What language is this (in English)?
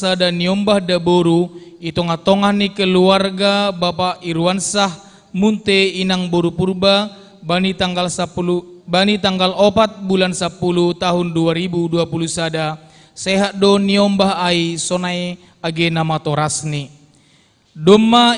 Batak Simalungun